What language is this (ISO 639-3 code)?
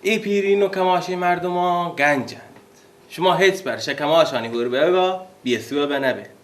bal